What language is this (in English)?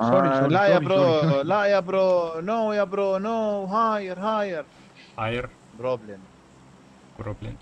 Kara-Kalpak